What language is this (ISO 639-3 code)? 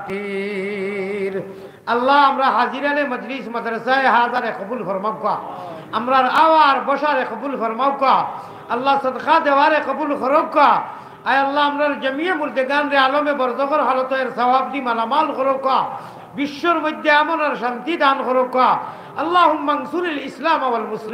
syl